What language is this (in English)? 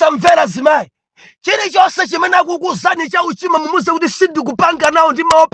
Nyanja